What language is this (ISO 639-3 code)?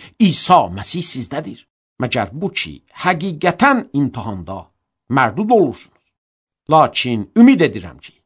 aze